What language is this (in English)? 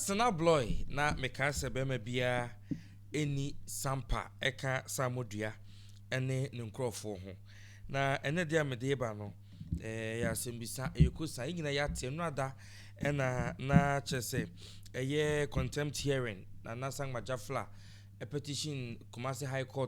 Akan